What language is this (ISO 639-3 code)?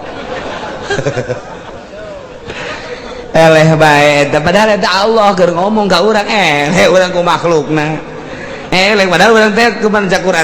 sun